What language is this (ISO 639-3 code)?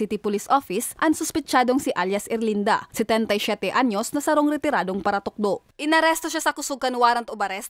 bik